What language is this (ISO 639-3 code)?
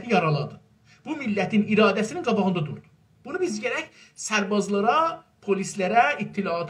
azb